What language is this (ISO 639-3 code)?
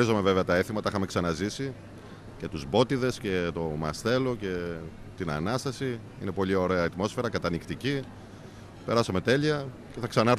ell